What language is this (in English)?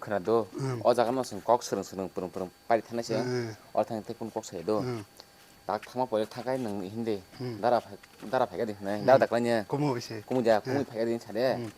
Kok Borok